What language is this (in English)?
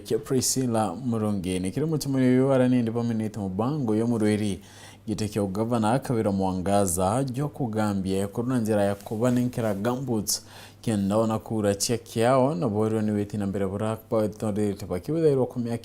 Meru